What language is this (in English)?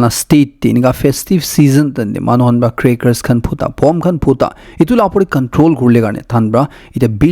Naga Pidgin